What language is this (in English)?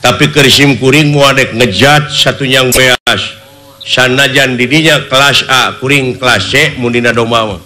Sundanese